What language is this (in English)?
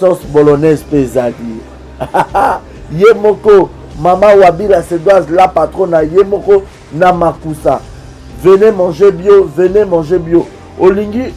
Lingala